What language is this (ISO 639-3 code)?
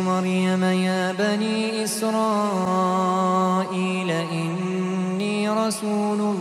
ara